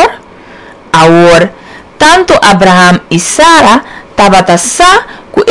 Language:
Papiamento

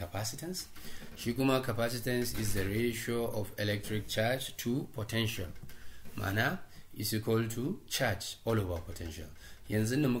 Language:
Hausa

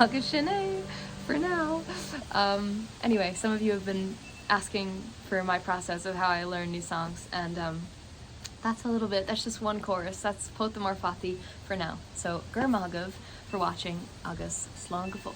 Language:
Irish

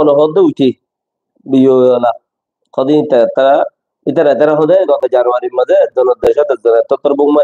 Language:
Rohingya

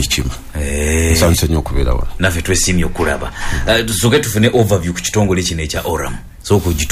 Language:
Ganda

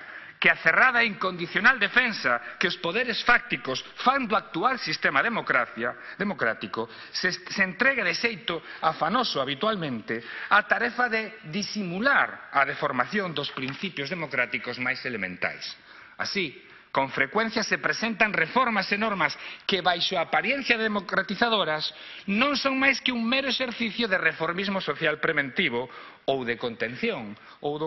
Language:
Galician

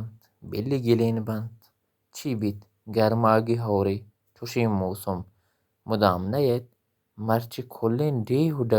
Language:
Baluchi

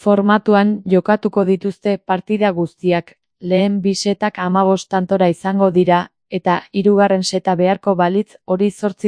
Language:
Basque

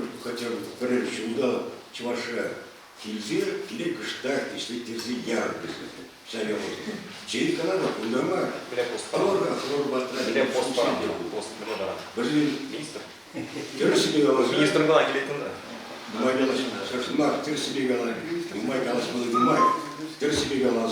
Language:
Chuvash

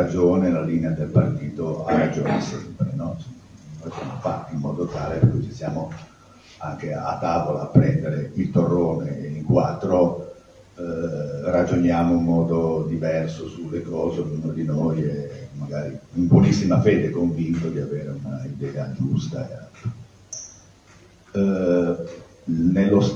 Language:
Italian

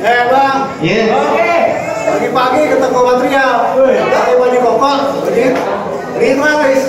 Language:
Betawi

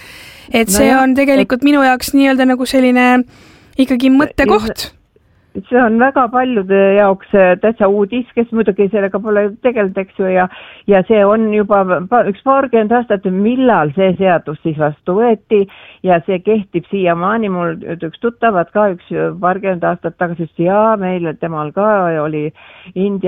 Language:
Estonian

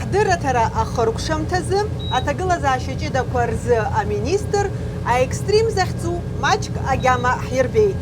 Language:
Abkhazian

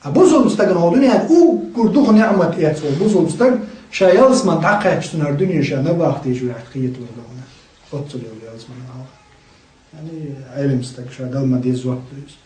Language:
Chechen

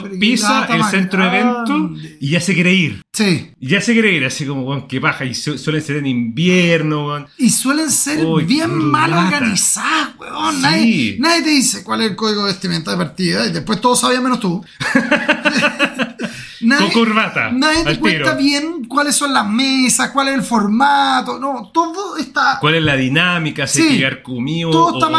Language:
Spanish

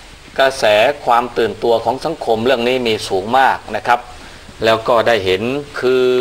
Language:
Thai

